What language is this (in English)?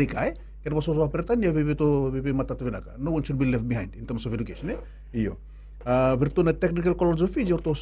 Fijian